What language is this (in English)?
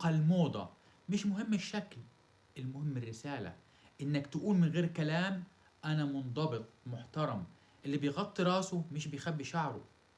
Egyptian Arabic